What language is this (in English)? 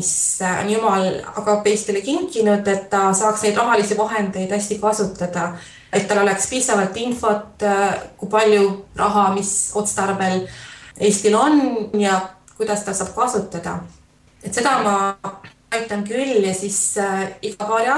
Estonian